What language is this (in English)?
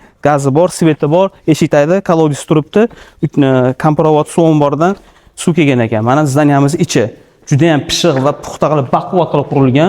Uzbek